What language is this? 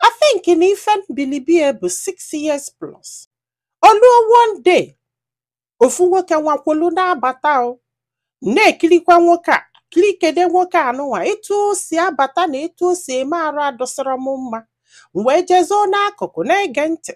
Igbo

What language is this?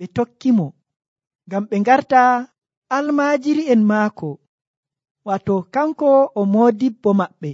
Nigerian Fulfulde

